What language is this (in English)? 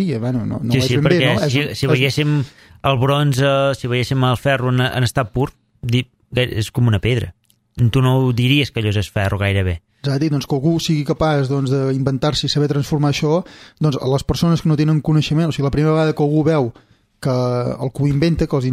Catalan